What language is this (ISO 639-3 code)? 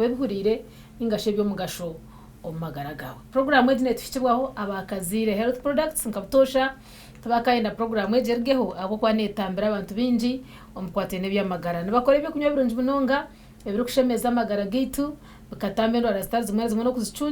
nyn